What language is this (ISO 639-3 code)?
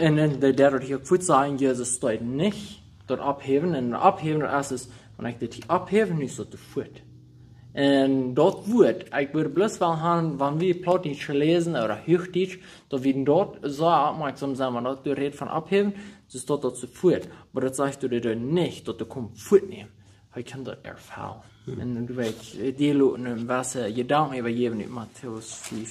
pdt